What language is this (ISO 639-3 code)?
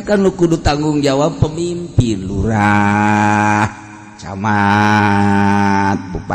sun